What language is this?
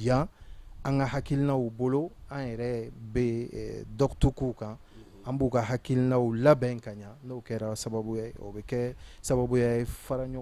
Bambara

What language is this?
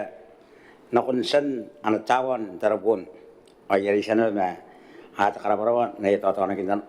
Gilbertese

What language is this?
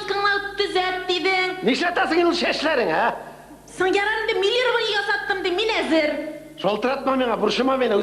Tatar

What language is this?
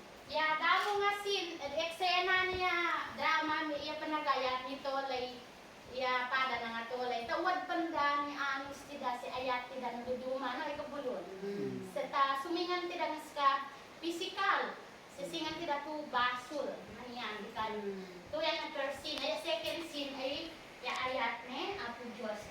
Isnag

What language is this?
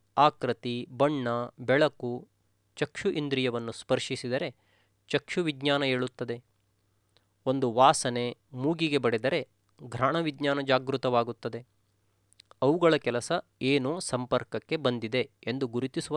Kannada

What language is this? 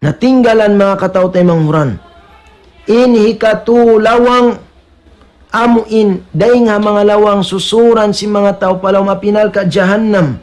Tausug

